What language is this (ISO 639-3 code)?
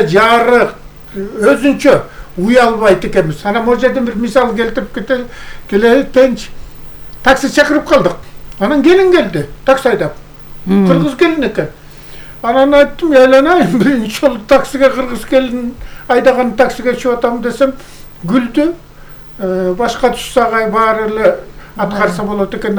kir